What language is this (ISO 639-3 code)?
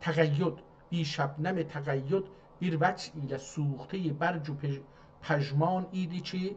azb